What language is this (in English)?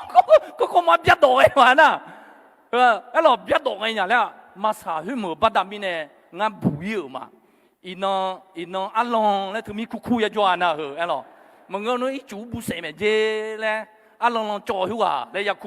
Akha